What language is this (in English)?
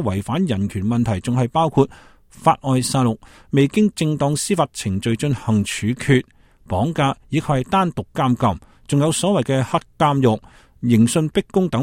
Cantonese